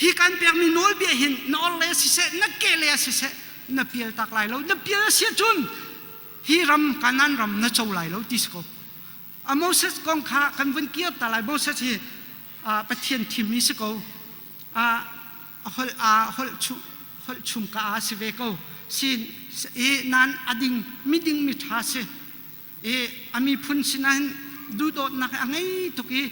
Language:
Hakha Chin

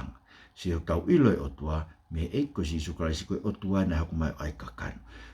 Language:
Tongan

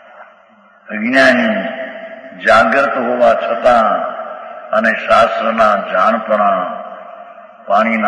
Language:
Gujarati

